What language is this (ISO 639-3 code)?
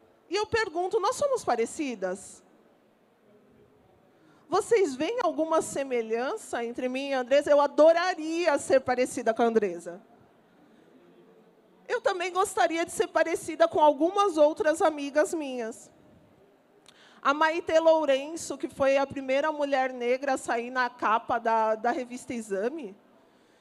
por